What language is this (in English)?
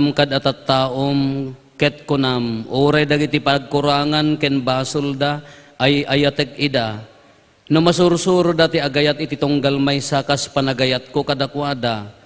Iloko